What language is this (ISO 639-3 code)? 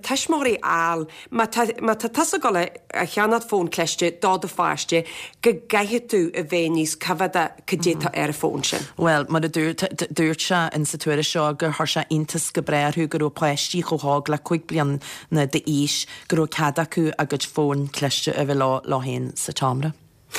gle